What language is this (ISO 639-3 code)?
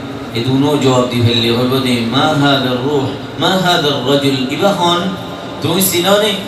rhg